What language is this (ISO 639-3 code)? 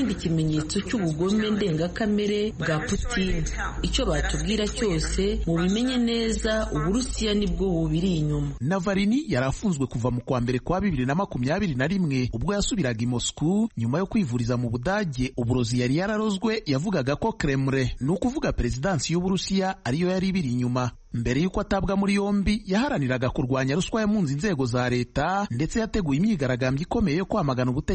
kin